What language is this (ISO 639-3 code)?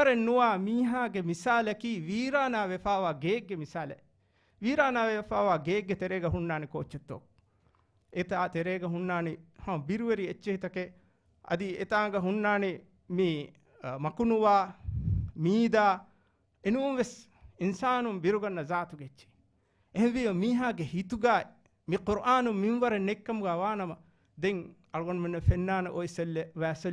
div